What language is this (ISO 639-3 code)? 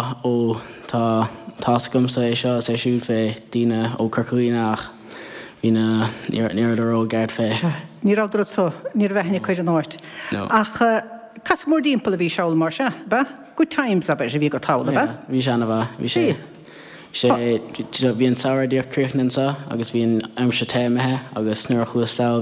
gle